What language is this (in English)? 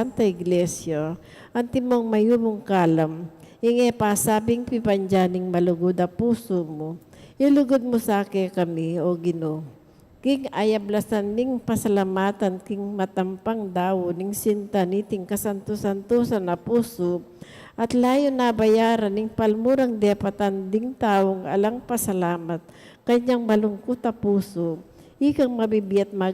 Pampanga